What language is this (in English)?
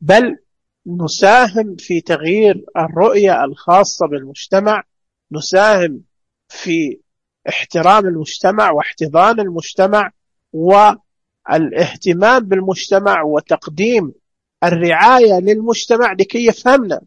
Najdi Arabic